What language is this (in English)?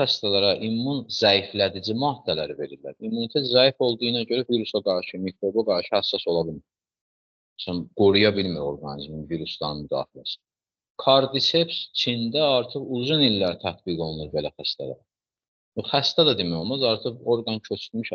Azerbaijani